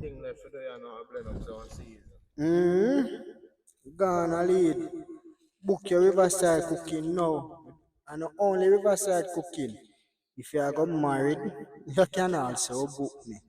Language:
Jamaican Creole English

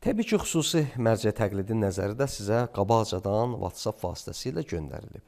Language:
Azerbaijani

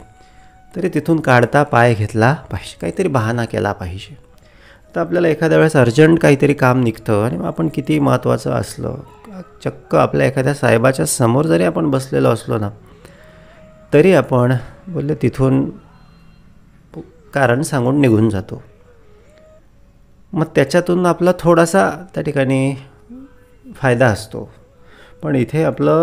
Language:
Marathi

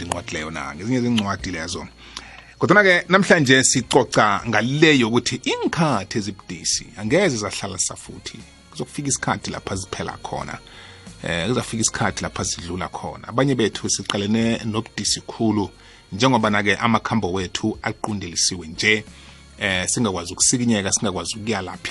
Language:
South Ndebele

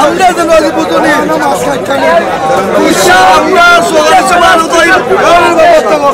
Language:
Sylheti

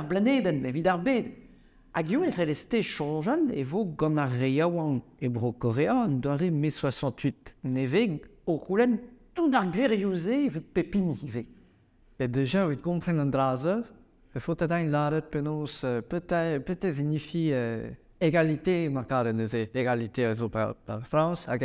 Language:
Breton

